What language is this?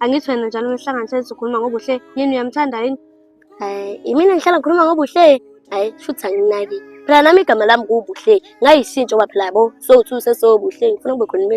Zulu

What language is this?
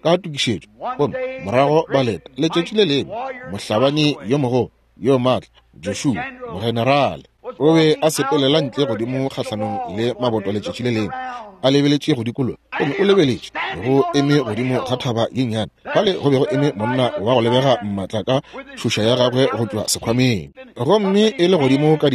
Northern Sotho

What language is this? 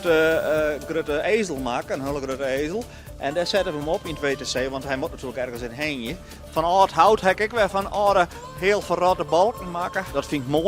Western Frisian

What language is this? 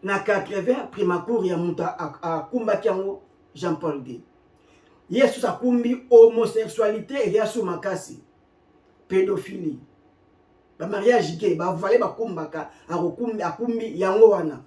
Lingala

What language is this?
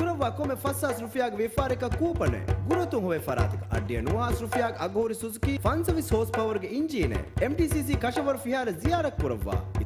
Divehi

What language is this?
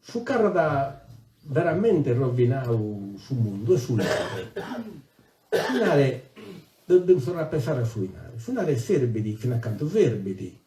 Sardinian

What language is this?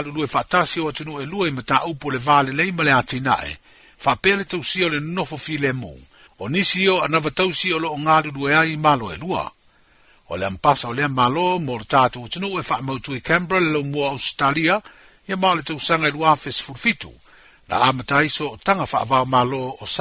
Samoan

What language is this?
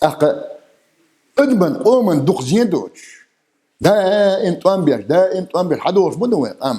Chechen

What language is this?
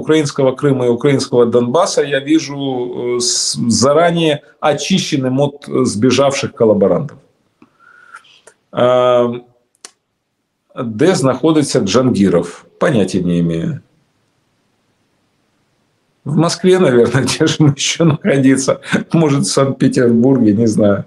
Russian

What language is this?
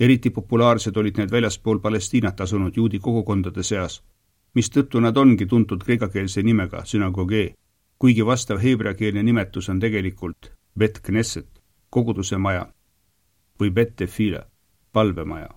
Estonian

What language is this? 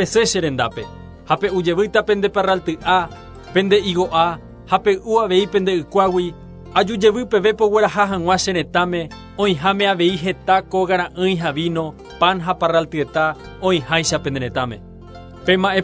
Guarani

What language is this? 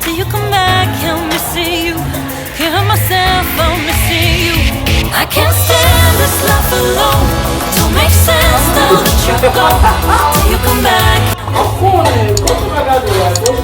Haitian Creole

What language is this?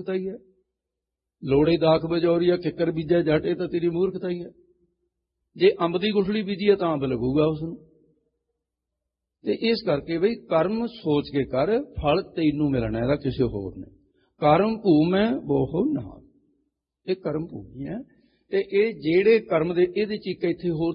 Punjabi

